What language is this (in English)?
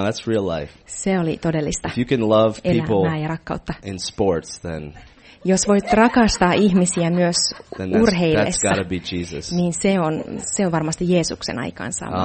Finnish